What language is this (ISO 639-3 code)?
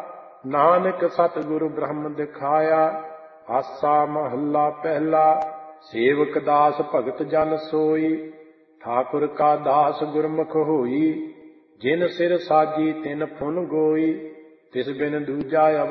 pan